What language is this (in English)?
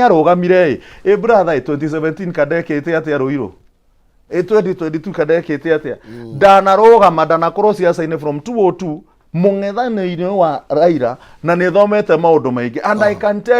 Kikuyu